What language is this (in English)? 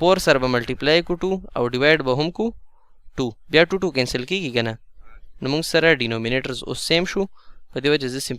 Pashto